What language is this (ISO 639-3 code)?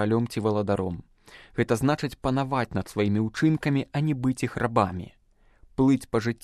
bel